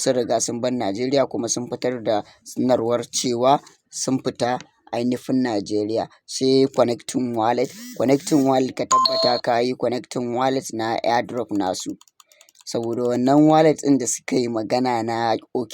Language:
Hausa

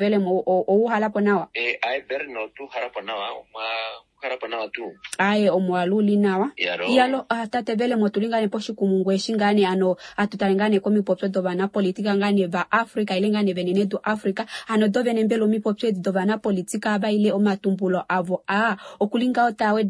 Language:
Kuanyama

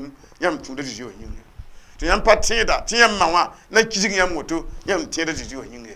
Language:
Mossi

